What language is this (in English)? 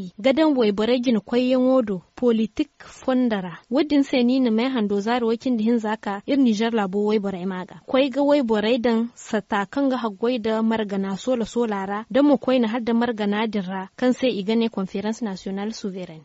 Zarma